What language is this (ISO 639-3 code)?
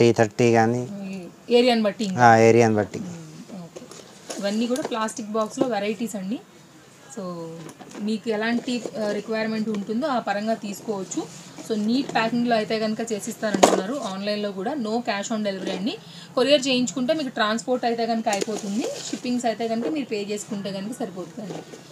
tel